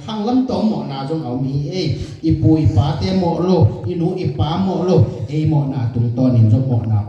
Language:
Tedim Chin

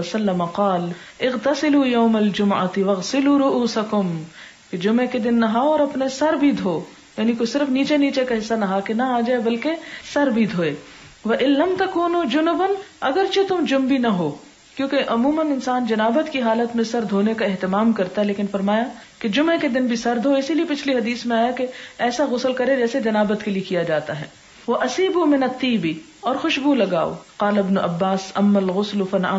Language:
Urdu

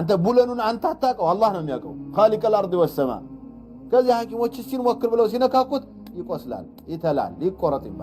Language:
Amharic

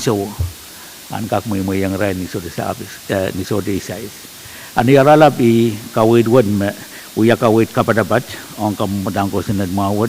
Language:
Pohnpeian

